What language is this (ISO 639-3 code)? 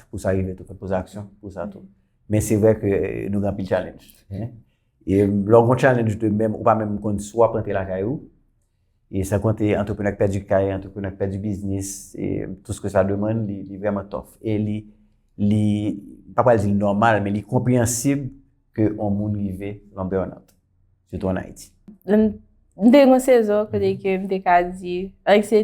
hat